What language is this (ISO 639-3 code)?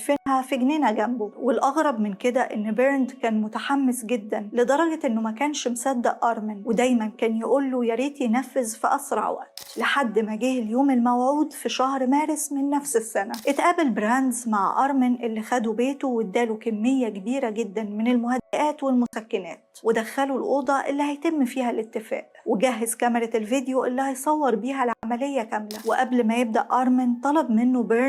arz